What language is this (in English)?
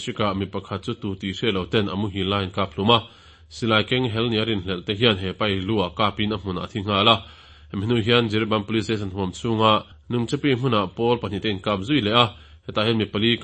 Mizo